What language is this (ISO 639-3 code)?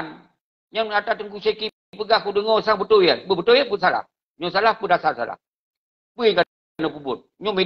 ace